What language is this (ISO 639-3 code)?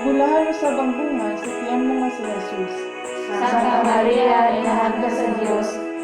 ceb